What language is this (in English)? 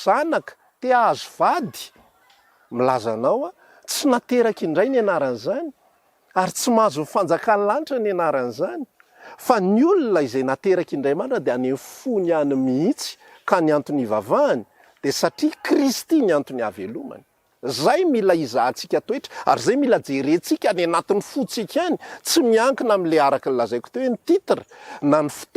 Malagasy